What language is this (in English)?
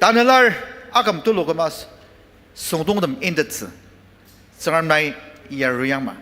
Ao Naga